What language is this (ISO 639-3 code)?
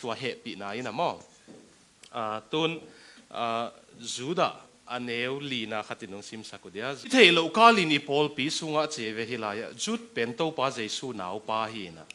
ctd